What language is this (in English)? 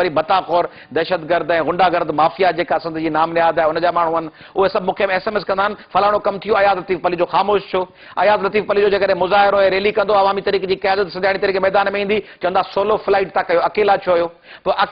Sindhi